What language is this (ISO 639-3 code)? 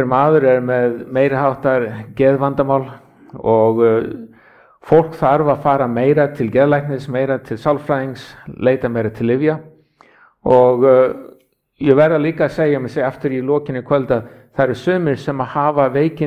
isl